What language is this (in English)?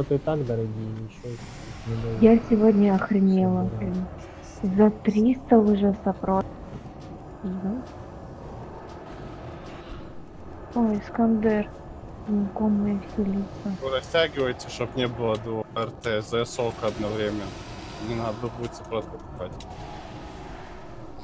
Russian